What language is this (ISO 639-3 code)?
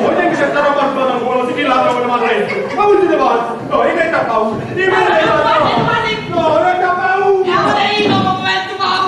nap